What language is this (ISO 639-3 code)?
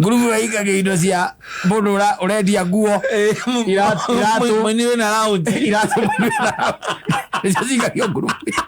kik